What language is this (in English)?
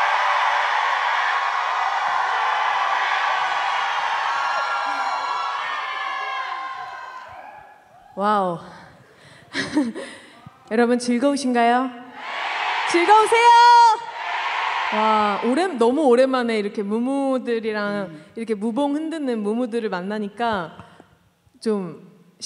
Korean